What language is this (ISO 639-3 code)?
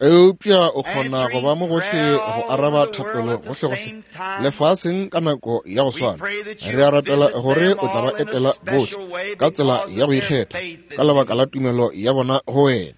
nso